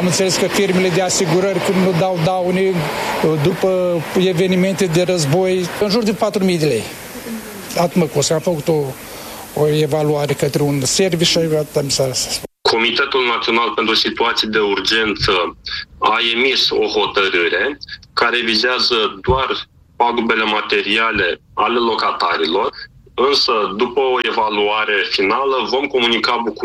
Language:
Romanian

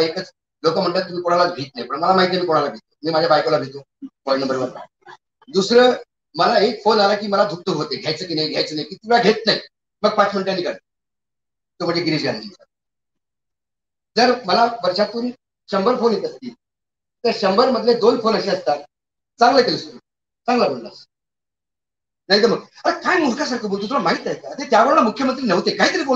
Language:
Marathi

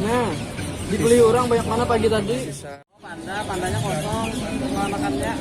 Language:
Banjar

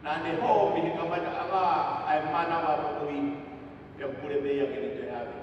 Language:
Tongan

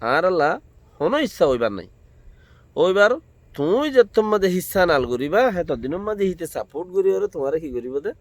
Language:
Rohingya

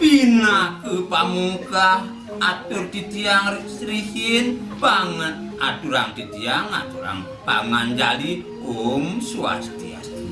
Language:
Balinese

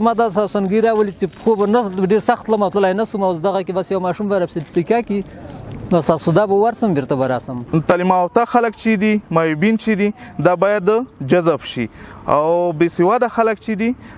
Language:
Pashto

